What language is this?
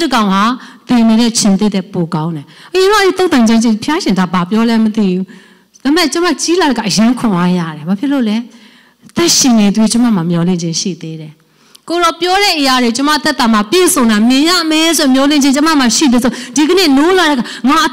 Burmese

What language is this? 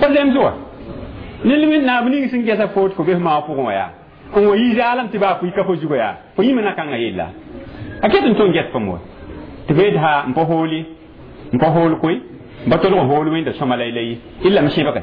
Mossi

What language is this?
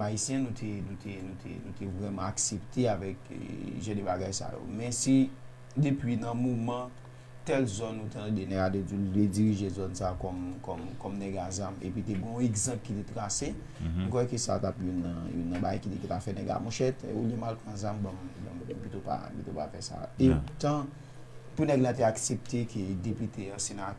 Haitian Creole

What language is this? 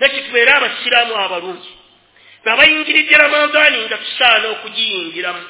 Ganda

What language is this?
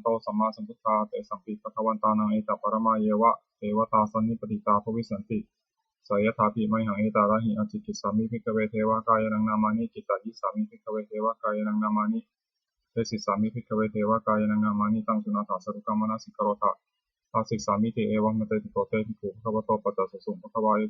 Pali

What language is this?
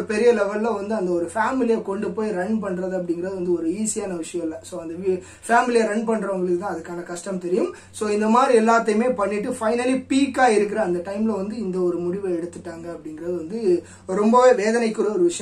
Tamil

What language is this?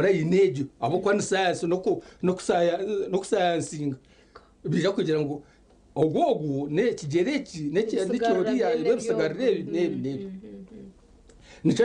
Nyankole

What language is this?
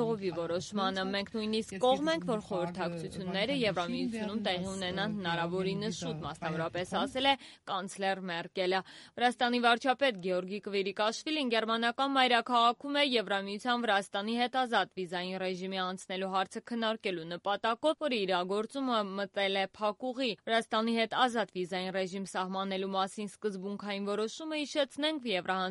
Armenian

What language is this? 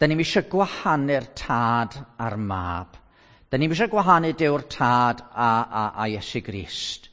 Welsh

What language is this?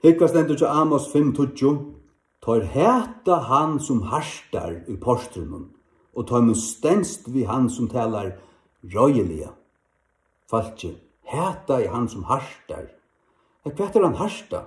Faroese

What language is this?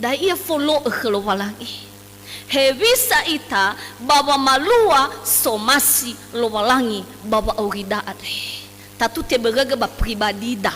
Nias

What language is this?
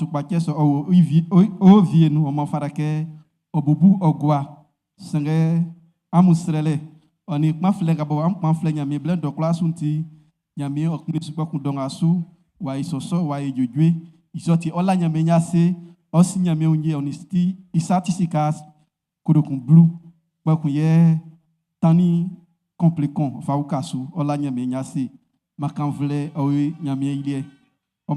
Baoulé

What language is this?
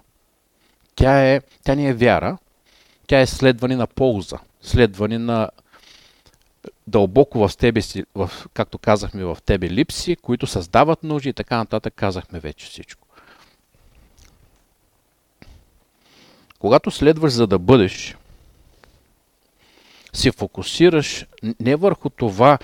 Bulgarian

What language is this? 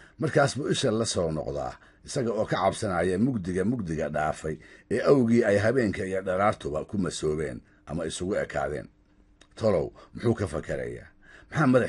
Somali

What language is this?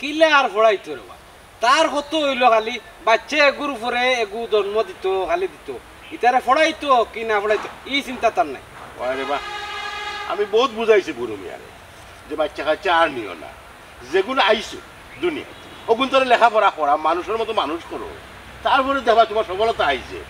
Sylheti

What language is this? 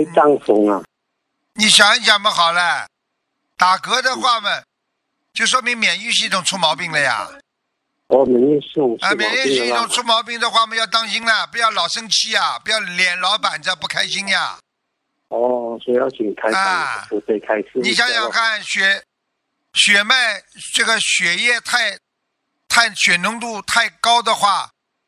Chinese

